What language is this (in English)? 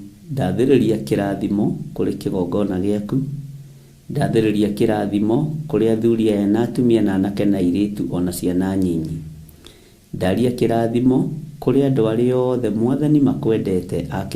Kikuyu